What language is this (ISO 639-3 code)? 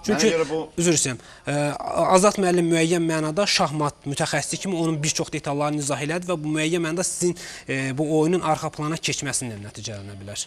aze